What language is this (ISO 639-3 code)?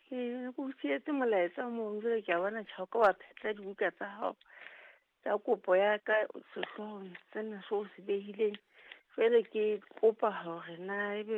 sot